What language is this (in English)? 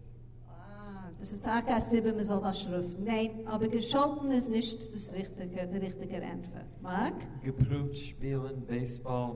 Yiddish